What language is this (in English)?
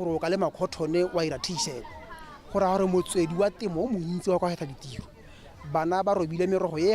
Tswana